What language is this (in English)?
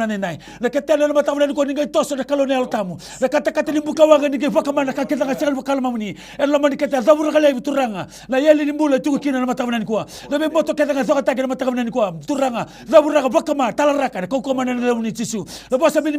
Fijian